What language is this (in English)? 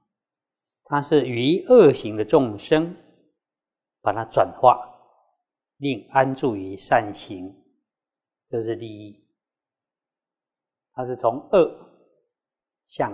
Chinese